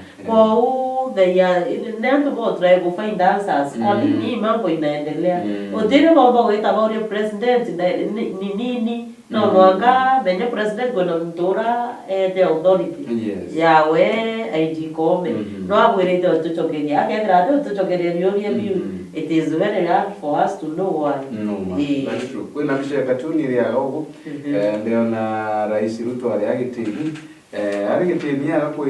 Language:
Meru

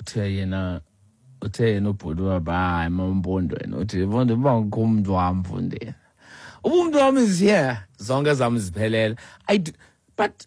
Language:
Xhosa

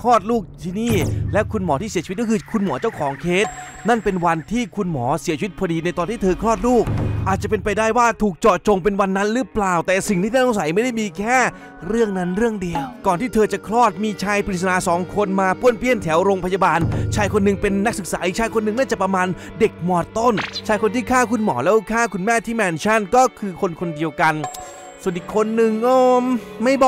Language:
Thai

